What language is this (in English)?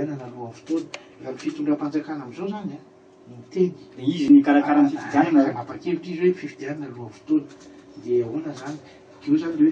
Malagasy